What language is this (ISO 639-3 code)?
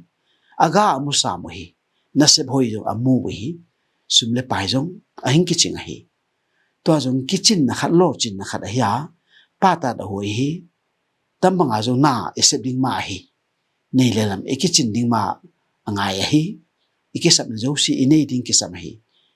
ctd